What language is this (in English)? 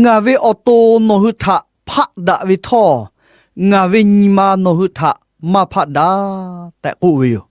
Lahu